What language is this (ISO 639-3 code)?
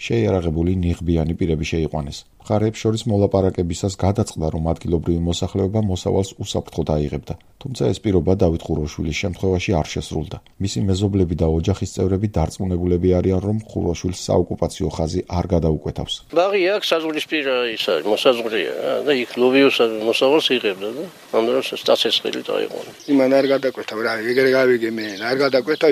kat